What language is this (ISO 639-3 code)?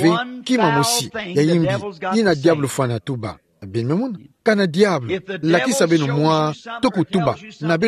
ktu